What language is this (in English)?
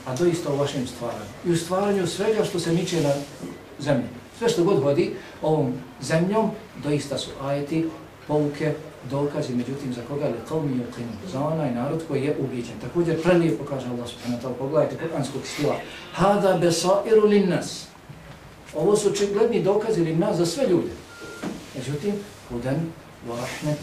Bosnian